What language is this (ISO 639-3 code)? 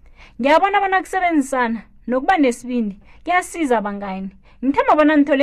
nbl